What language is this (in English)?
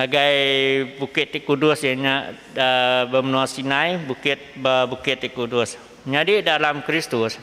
Iban